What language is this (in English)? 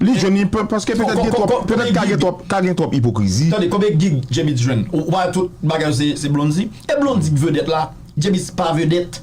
Haitian Creole